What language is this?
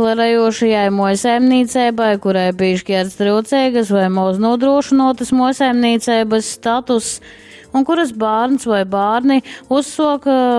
Latgalian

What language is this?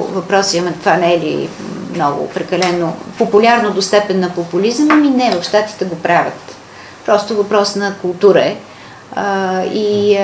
Bulgarian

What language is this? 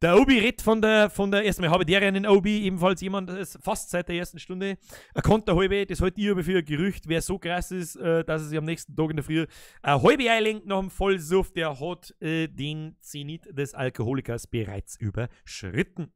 Bavarian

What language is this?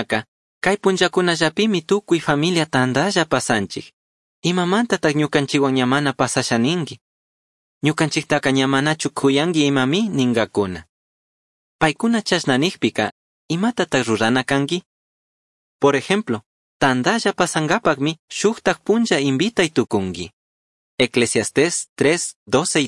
Chimborazo Highland Quichua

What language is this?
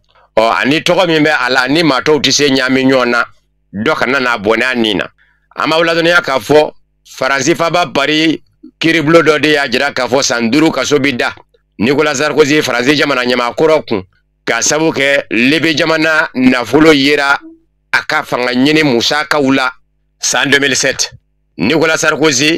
Bambara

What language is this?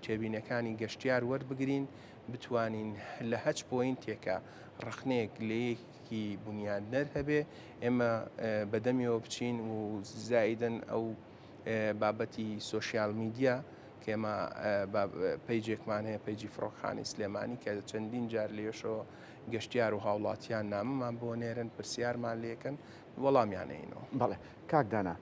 Central Kurdish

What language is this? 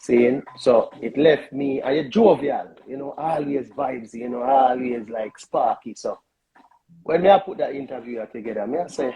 Jamaican Creole English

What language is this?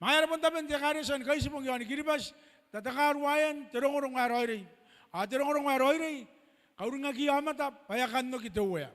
Gilbertese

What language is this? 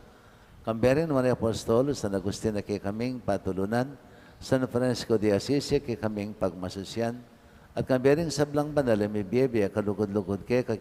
Pampanga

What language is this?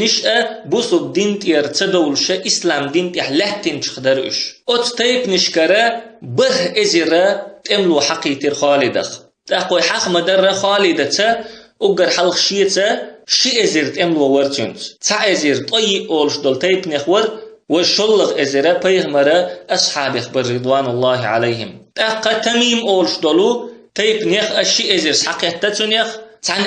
Chechen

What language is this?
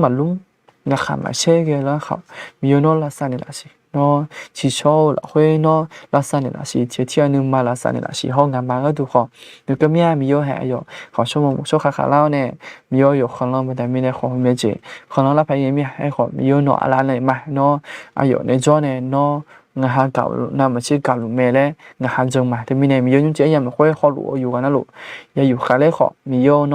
Akha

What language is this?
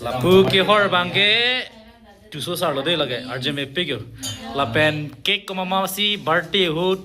Karbi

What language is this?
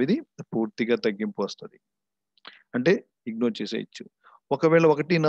Telugu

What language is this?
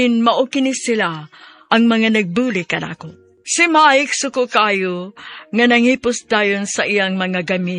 Cebuano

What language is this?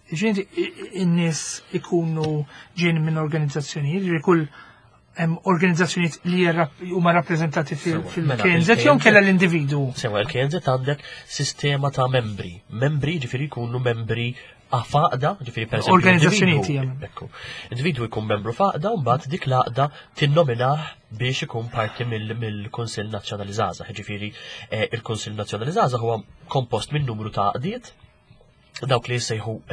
Maltese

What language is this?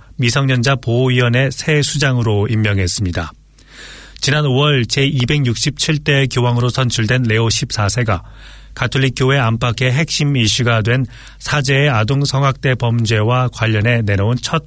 Korean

